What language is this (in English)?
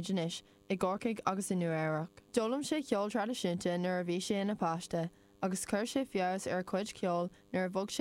Irish